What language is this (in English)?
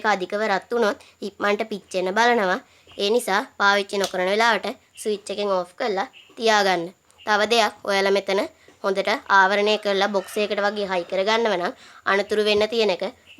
Sinhala